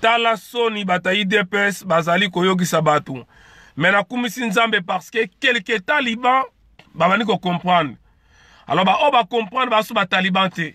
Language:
Lingala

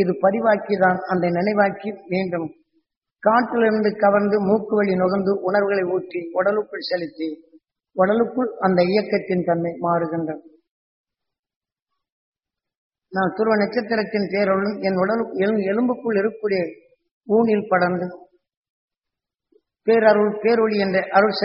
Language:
Tamil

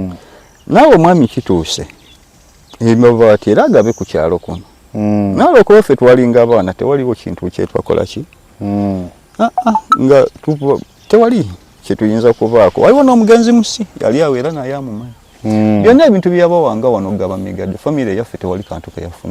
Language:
Ganda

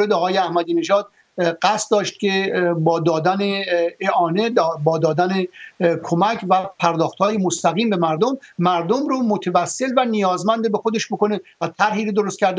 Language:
Persian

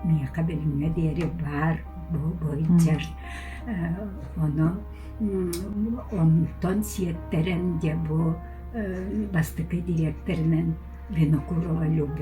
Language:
Yakut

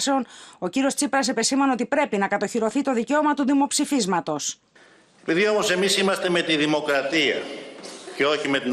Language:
Greek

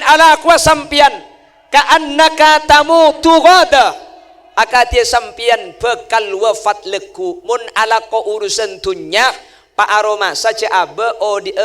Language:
Madurese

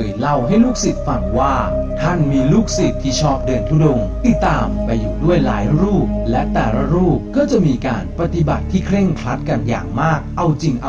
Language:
Thai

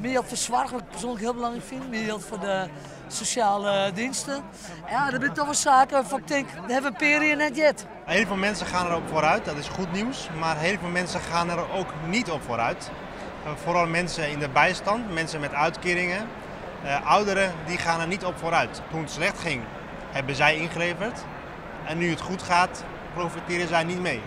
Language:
Western Frisian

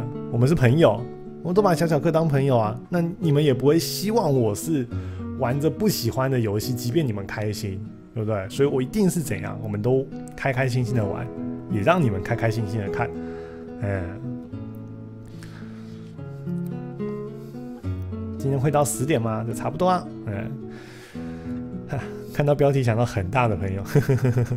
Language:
Chinese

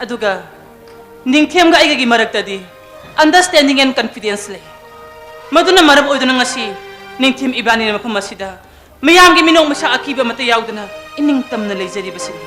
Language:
Manipuri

